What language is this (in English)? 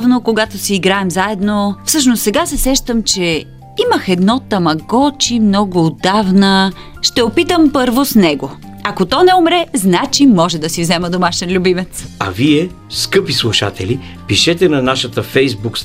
Bulgarian